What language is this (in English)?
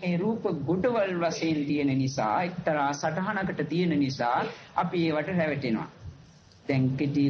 Sinhala